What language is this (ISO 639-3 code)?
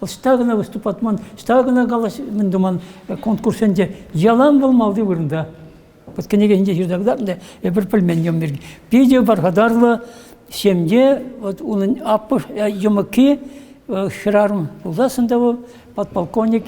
chv